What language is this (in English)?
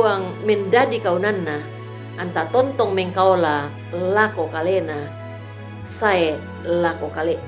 Toraja-Sa'dan